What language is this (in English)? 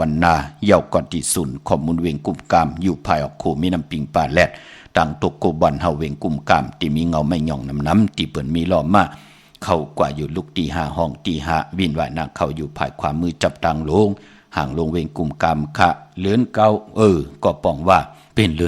Shan